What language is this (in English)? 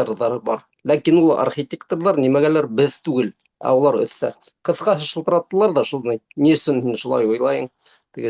Bashkir